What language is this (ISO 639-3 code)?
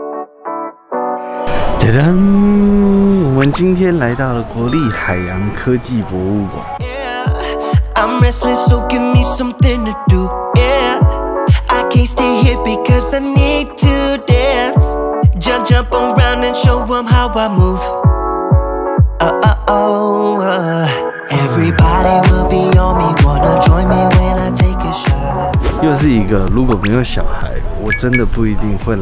zho